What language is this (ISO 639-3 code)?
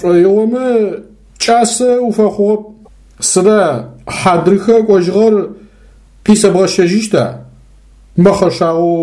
ady